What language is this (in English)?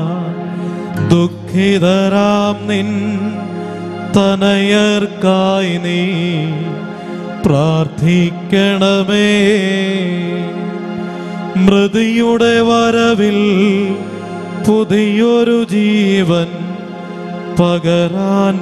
Malayalam